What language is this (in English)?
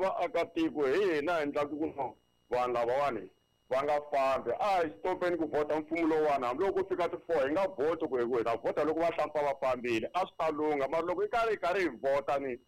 Tsonga